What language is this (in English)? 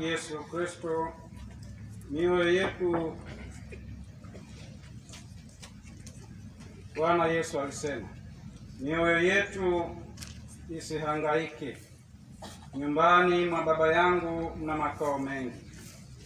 Swahili